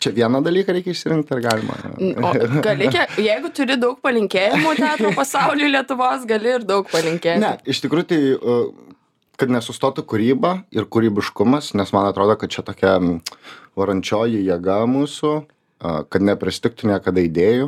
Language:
Lithuanian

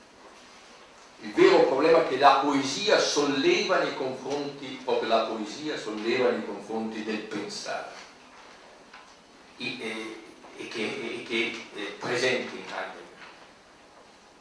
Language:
Italian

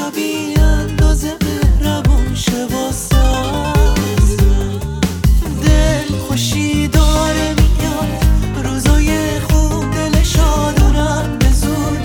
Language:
Persian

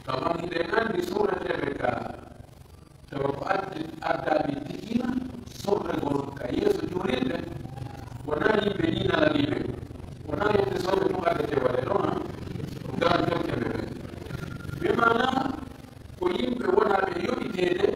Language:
Pular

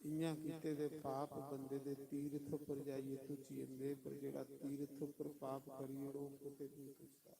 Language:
Dogri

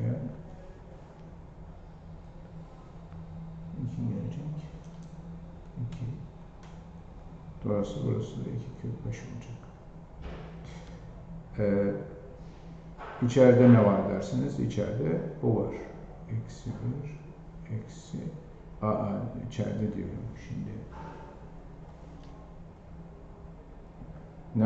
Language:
Turkish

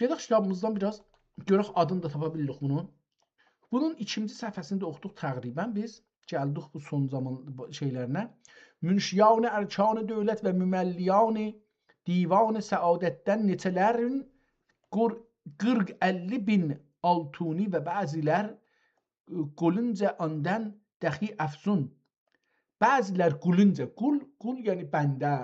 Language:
South Azerbaijani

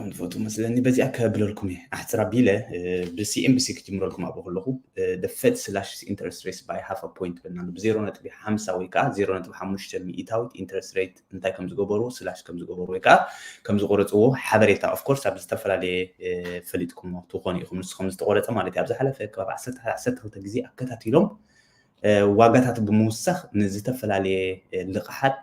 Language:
Tigrinya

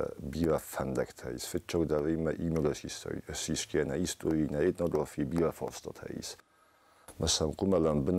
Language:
Ossetic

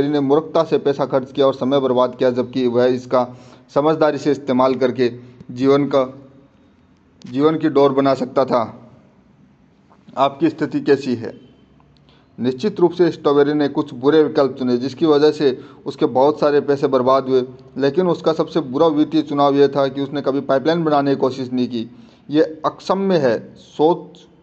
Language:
Hindi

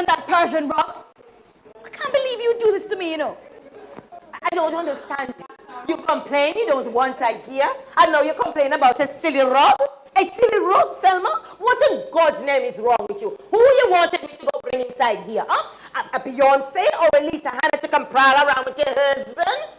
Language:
Jamaican Creole English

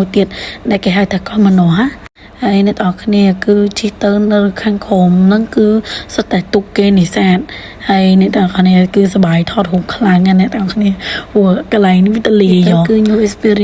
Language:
Khmer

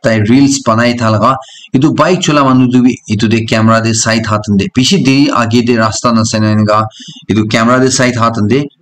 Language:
Naga Pidgin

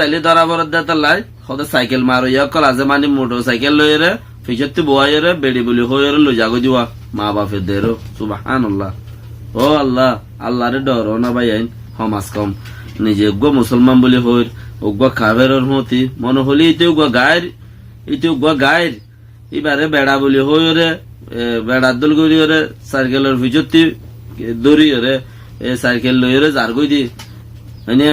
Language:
Rohingya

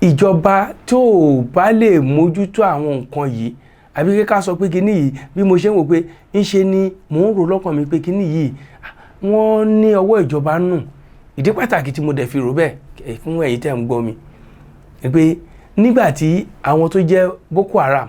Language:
Yoruba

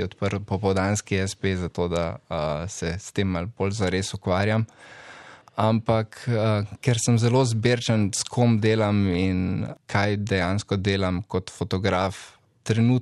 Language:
Slovenian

